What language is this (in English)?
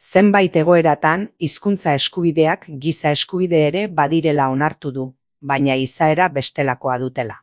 Basque